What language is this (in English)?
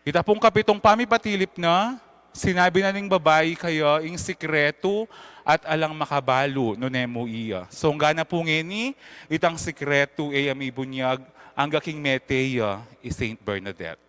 Pampanga